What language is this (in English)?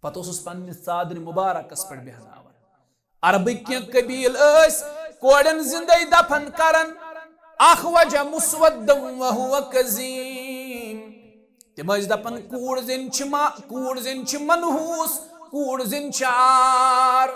Kashmiri